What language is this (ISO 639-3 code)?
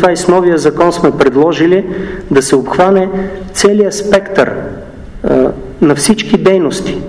bul